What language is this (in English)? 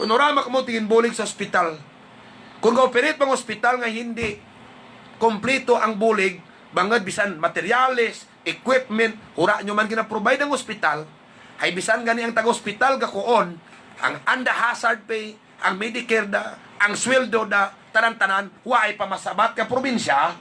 Hiligaynon